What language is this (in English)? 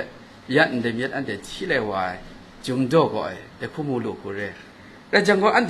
Kachin